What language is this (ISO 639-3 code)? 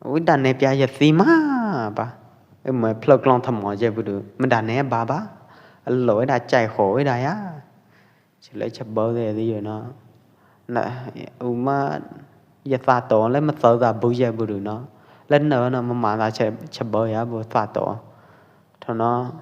kjp